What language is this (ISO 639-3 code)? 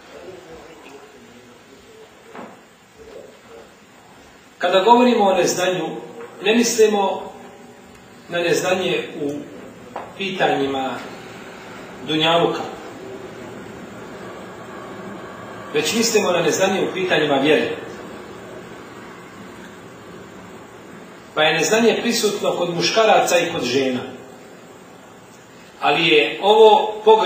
bos